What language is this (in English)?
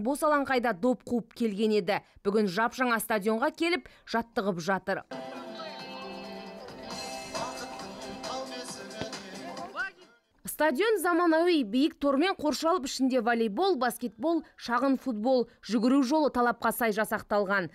Kazakh